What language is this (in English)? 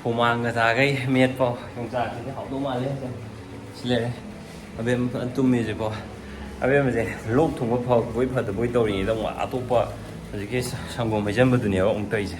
Manipuri